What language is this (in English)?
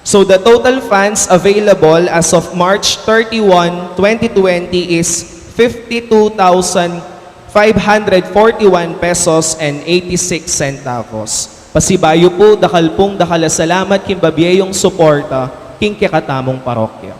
Pampanga